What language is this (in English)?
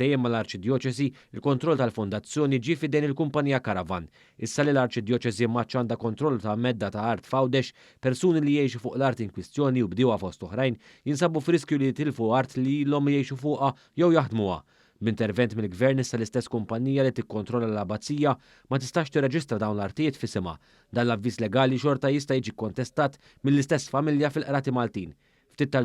Maltese